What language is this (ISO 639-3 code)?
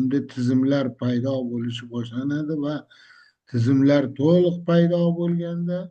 uzb